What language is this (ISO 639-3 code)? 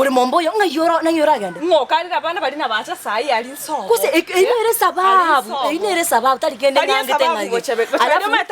guz